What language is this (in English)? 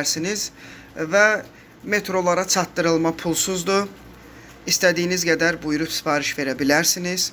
Azerbaijani